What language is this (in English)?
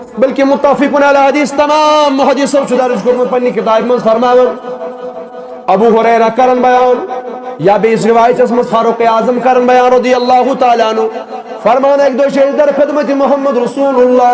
Kashmiri